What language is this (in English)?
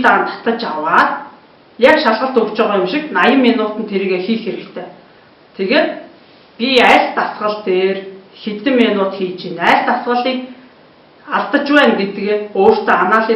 Mongolian